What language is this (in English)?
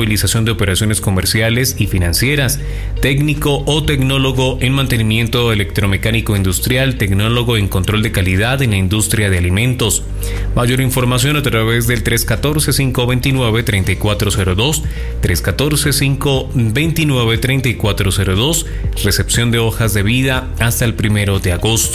Spanish